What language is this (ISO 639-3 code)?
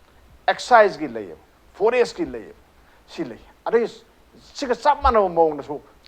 mni